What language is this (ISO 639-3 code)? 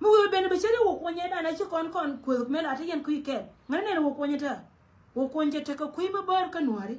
nus